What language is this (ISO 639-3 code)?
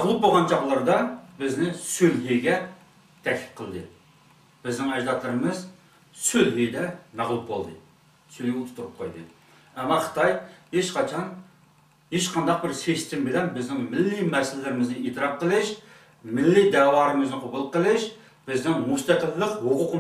uig